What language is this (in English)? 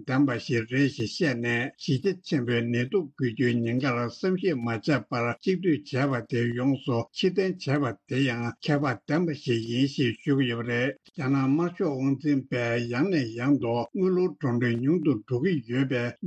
Tibetan